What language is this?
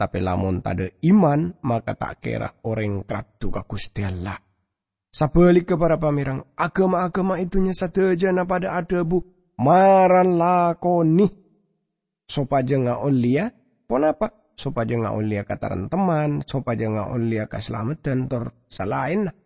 Madurese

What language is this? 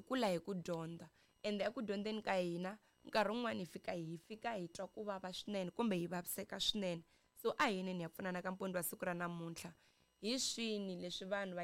Tsonga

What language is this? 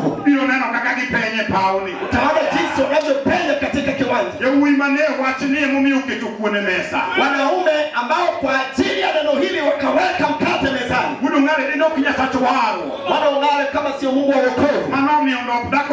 Luo (Kenya and Tanzania)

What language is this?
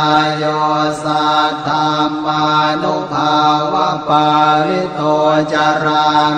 Pali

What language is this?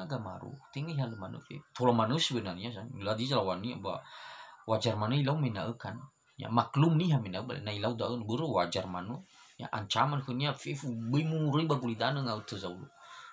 Nias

